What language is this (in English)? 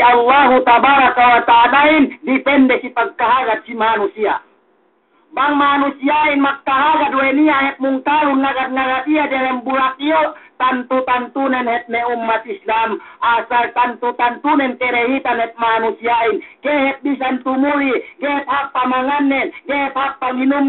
Yakan